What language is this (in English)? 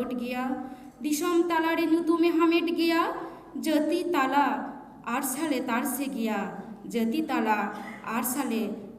Santali